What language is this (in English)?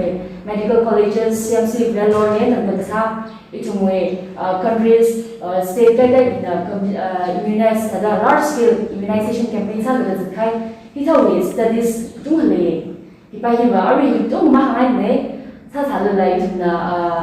Tangkhul Naga (India)